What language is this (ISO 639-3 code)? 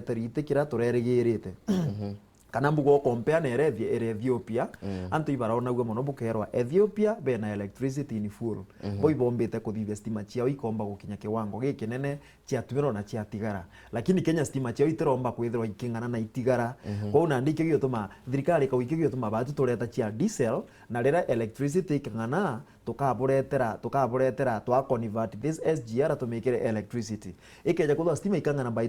mer